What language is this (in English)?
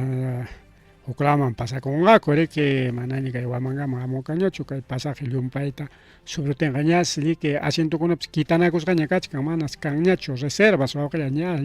Ayacucho Quechua